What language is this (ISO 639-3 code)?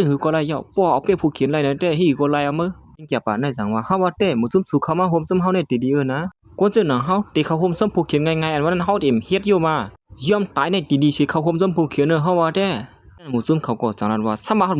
shn